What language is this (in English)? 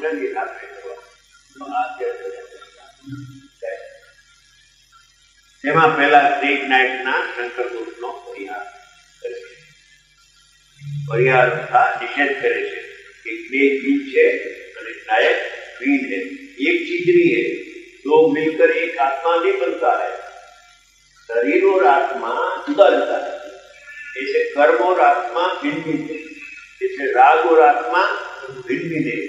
Gujarati